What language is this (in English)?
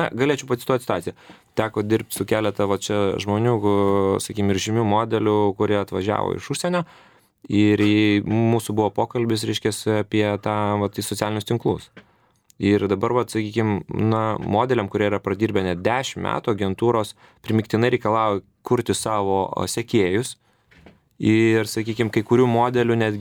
Lithuanian